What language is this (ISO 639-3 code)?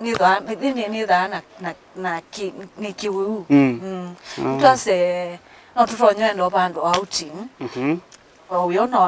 kam